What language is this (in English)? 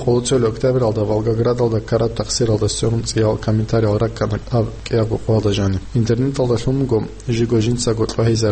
Avaric